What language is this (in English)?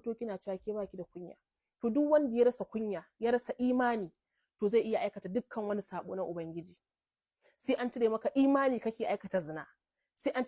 Hausa